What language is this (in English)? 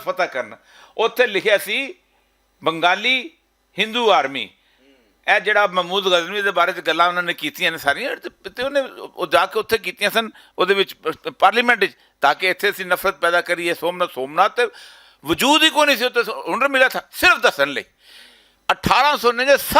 Western Panjabi